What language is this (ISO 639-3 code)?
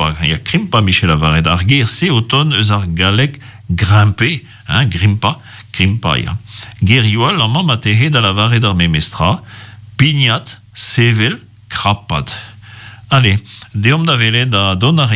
bre